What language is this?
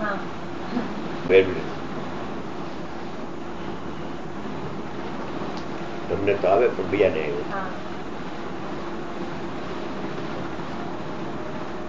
Gujarati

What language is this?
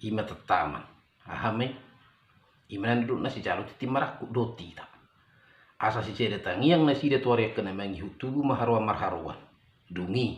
Batak Toba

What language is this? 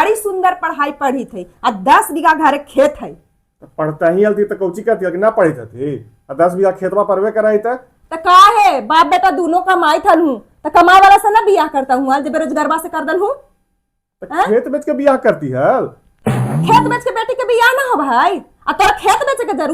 Magahi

